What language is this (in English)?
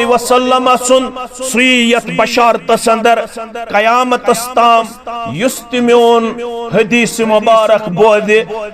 Kashmiri